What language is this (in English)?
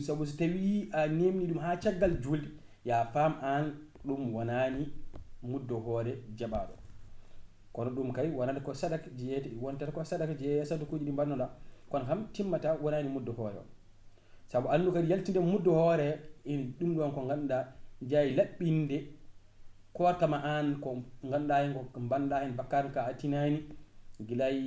Fula